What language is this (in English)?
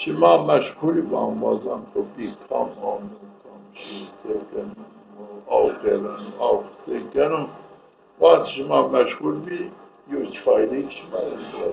Zaza